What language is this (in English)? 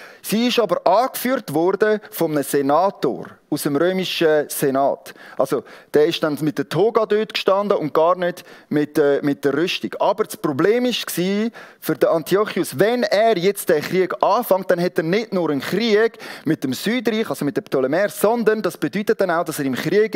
Swiss German